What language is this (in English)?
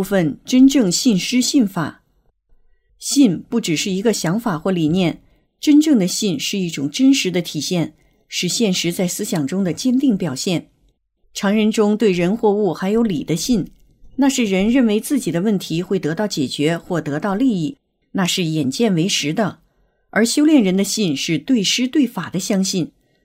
Chinese